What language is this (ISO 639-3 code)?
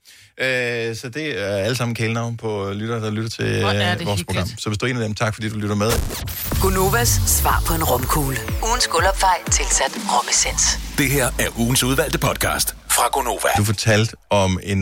dan